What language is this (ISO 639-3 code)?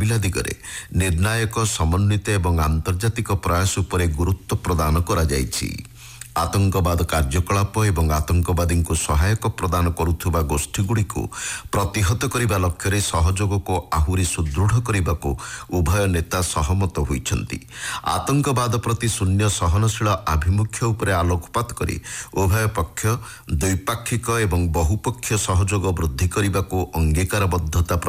ori